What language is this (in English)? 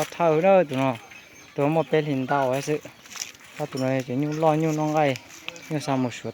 Hmong